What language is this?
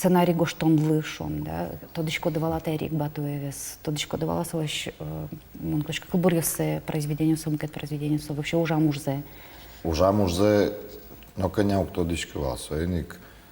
Udmurt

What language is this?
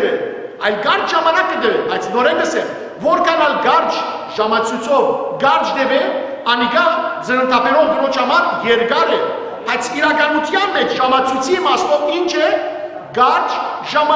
Western Armenian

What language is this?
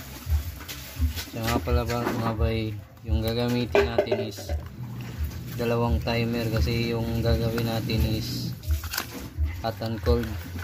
Filipino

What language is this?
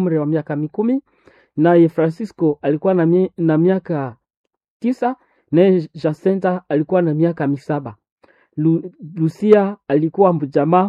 Swahili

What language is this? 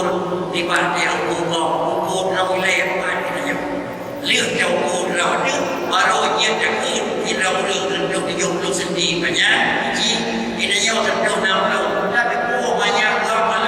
Achinese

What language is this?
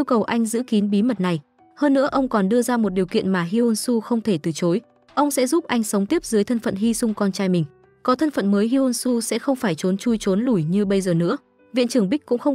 Vietnamese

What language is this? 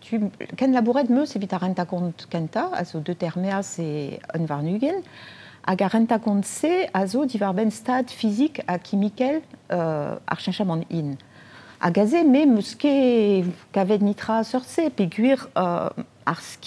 Breton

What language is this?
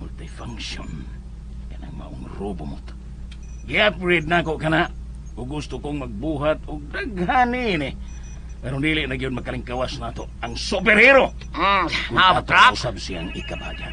Cebuano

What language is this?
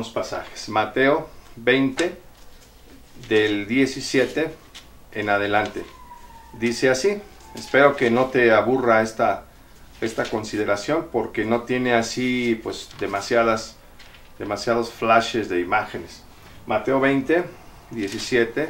Spanish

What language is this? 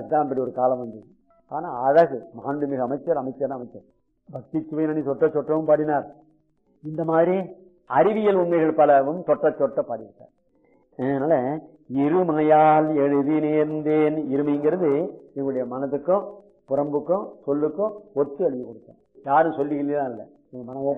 Tamil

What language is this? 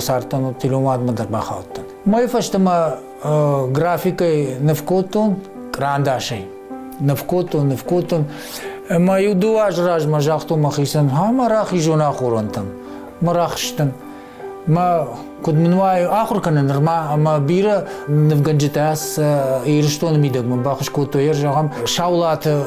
Ossetic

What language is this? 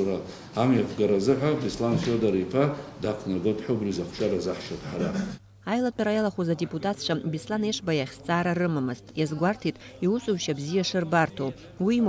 Abkhazian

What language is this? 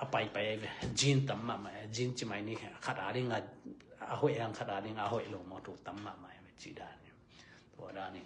Tedim Chin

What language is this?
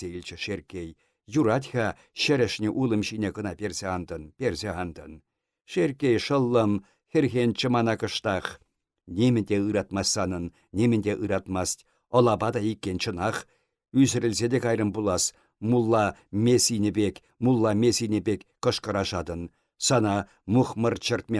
Chuvash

